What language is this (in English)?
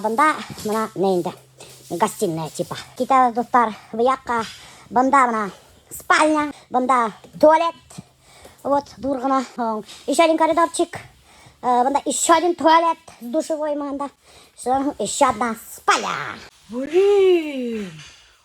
Bashkir